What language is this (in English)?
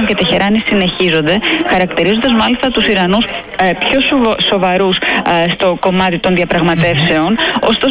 Greek